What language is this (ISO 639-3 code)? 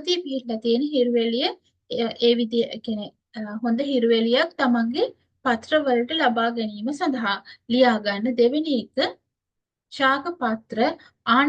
sin